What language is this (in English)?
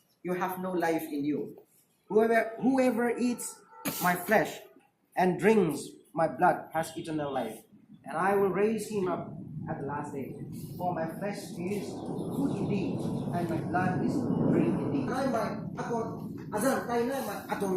Rongmei Naga